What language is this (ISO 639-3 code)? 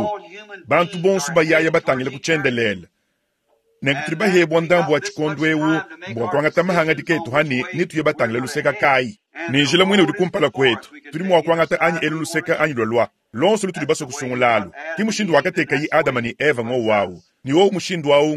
lua